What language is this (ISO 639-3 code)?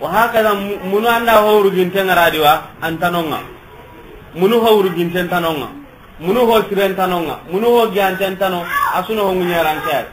snk